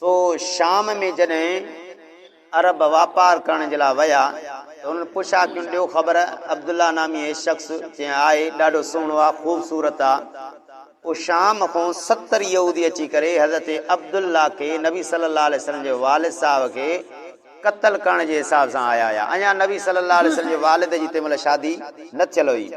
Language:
Sindhi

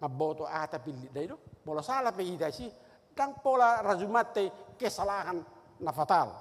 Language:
Batak Toba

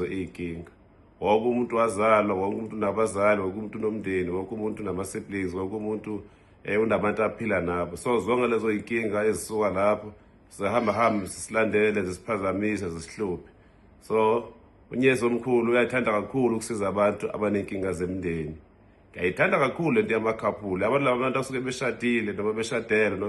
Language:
Zulu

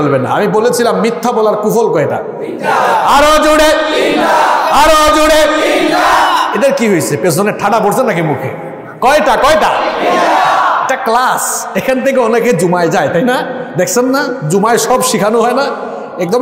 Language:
Bangla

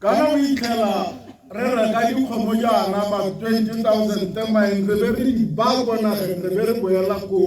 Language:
Tswana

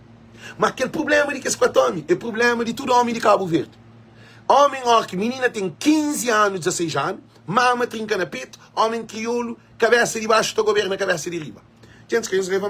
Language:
Kabuverdianu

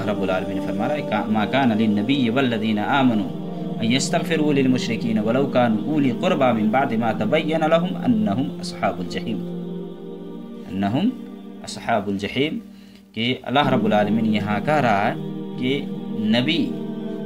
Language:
Urdu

